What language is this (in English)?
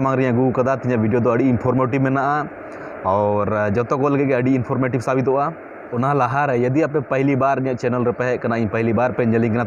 Santali